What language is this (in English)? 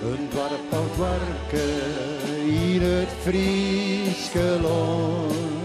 Western Frisian